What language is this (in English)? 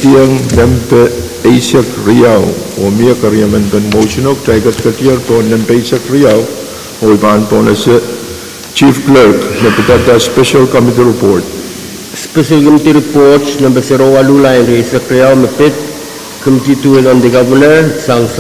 Pohnpeian